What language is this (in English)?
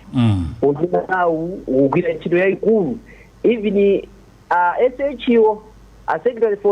Nyanja